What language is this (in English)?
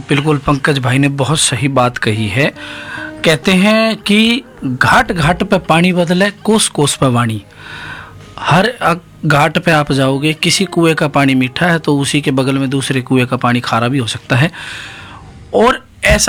Hindi